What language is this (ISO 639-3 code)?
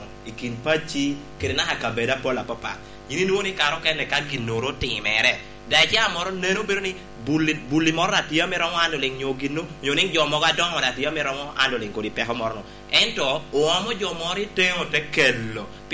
laj